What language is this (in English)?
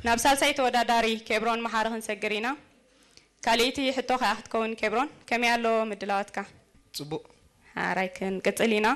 Tigrinya